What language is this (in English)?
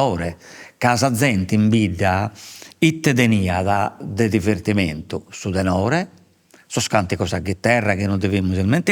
Sardinian